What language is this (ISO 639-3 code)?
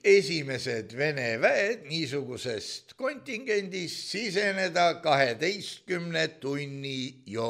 est